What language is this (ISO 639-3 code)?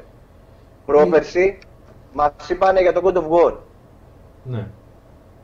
ell